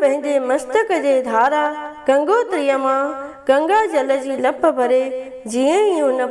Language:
Sindhi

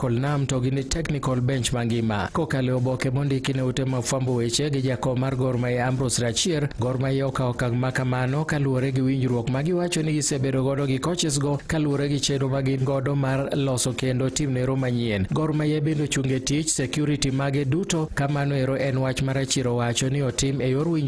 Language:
Luo (Kenya and Tanzania)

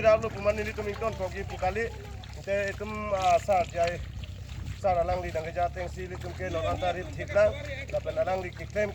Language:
Karbi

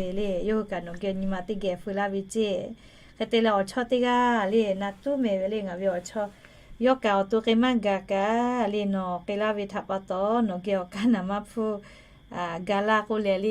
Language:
Lahu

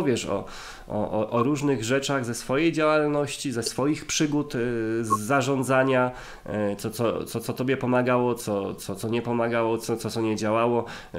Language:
Polish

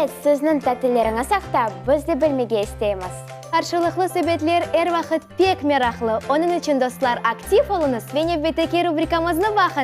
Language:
Crimean Tatar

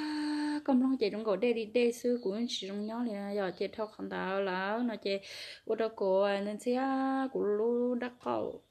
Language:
Hmong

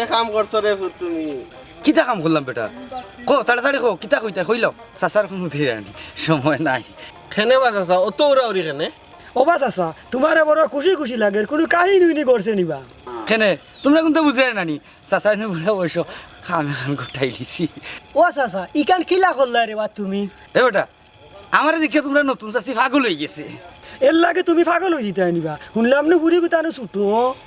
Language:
Sylheti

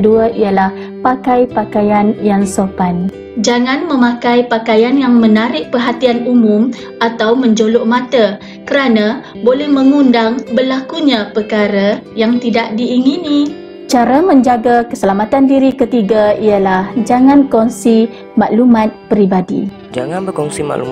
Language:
Malay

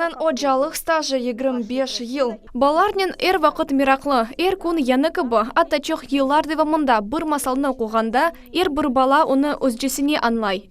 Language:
Crimean Tatar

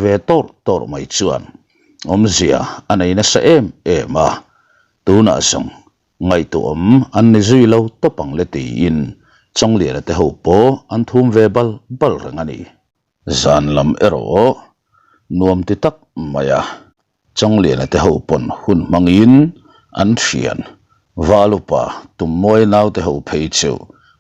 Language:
Mizo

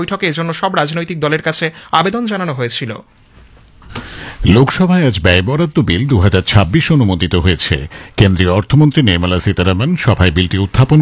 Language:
Bangla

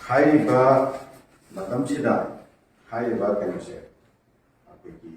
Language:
Manipuri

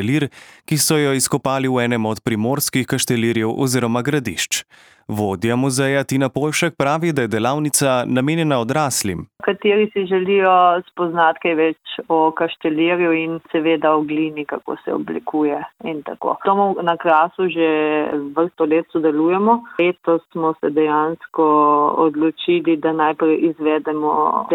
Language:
Slovenian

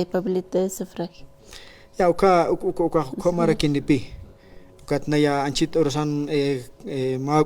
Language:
Aymara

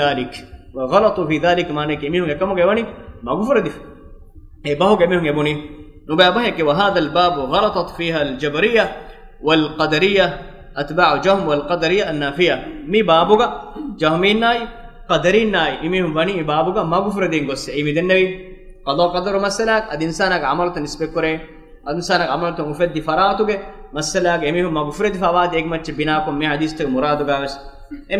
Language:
Divehi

